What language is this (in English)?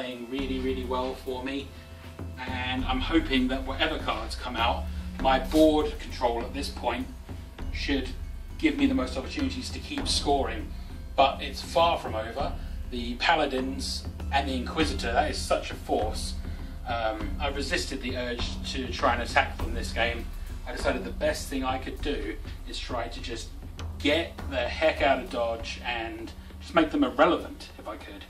English